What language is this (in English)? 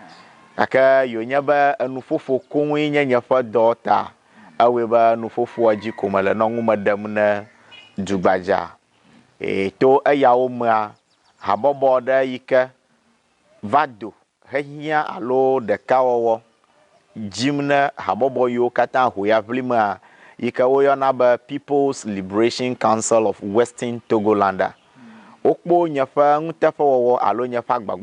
Ewe